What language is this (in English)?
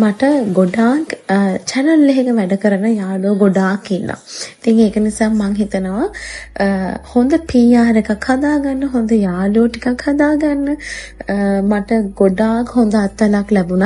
Sinhala